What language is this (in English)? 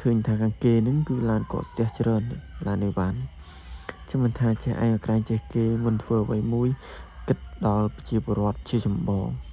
Khmer